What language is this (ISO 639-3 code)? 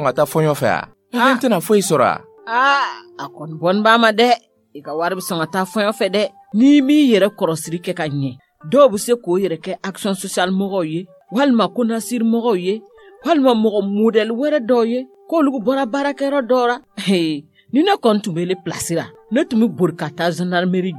dyu